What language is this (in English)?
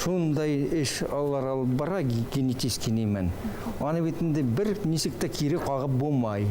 Bashkir